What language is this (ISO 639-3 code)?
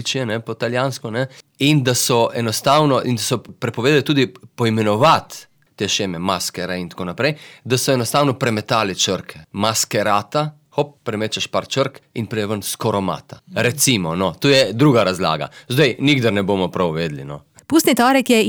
slv